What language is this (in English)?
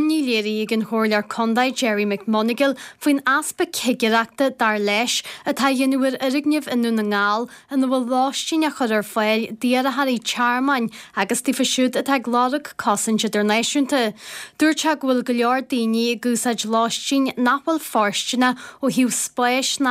Irish